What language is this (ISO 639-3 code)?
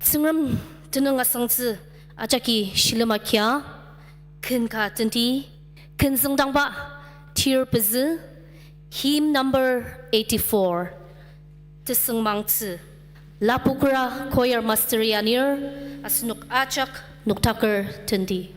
njo